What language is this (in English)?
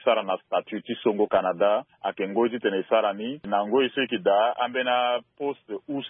Sango